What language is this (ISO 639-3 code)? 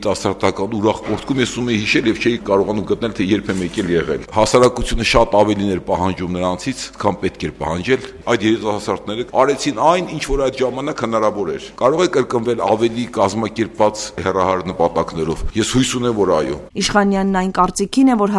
hye